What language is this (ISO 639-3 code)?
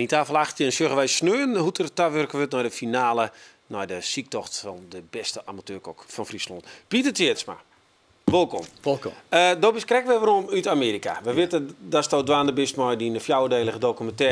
fry